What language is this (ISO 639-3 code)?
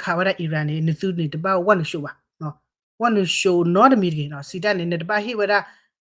ksw